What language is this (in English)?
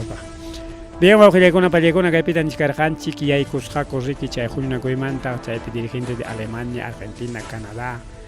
Ayacucho Quechua